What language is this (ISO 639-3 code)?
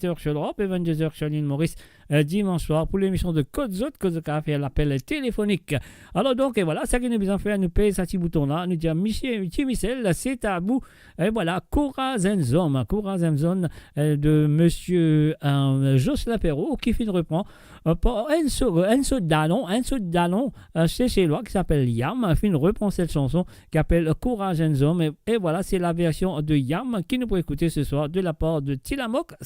mfe